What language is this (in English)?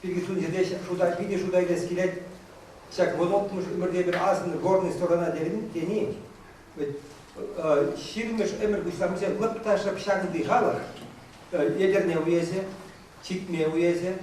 Chuvash